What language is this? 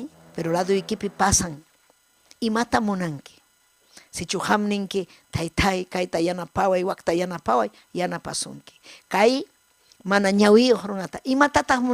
Ayacucho Quechua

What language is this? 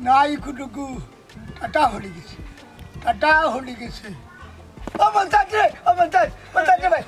Sylheti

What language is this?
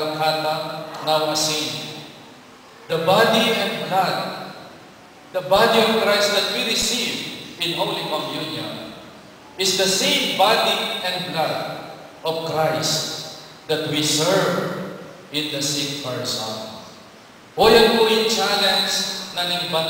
Pampanga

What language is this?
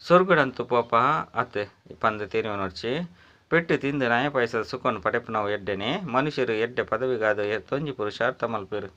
Tulu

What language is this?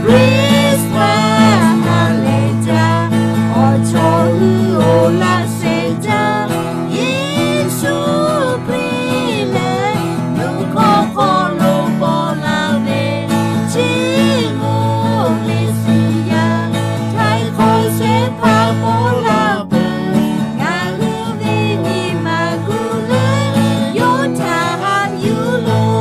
Lahu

